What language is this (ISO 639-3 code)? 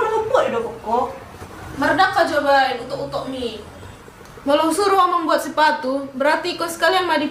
bbc